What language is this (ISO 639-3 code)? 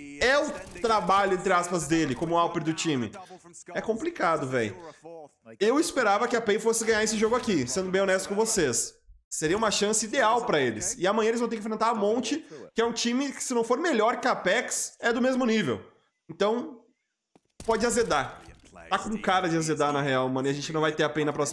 por